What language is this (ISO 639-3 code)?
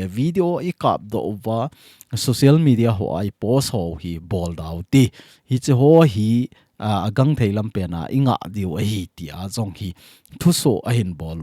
tcz